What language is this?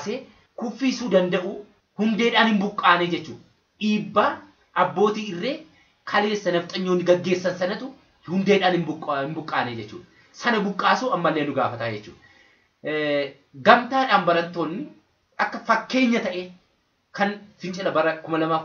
Oromo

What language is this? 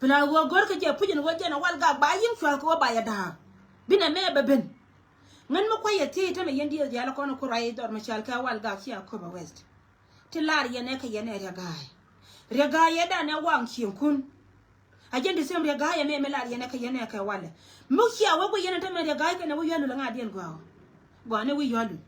Nuer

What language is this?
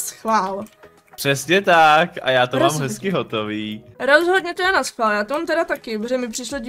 Czech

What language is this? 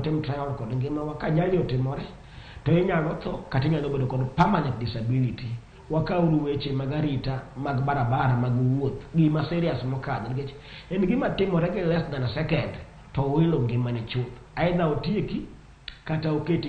Luo (Kenya and Tanzania)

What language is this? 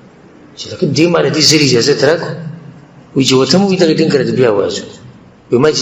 Pashto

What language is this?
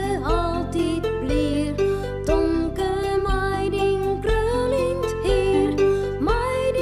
Western Frisian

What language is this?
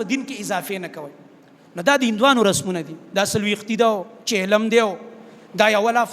Pashto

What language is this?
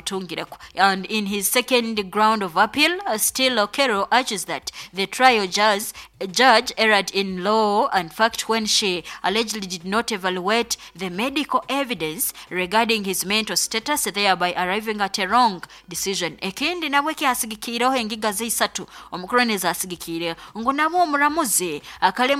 Nyoro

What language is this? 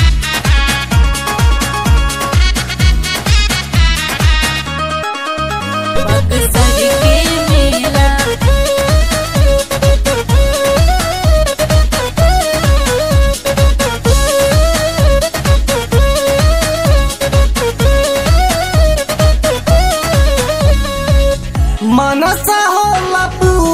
Bhojpuri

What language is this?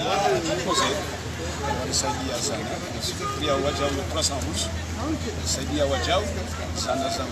Ngazidja Comorian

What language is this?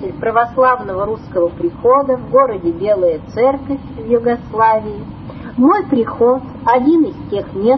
Russian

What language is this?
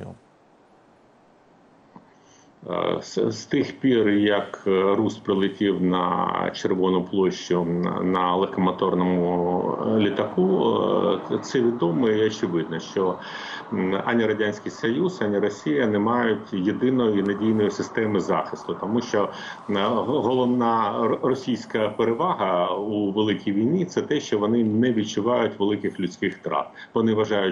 Ukrainian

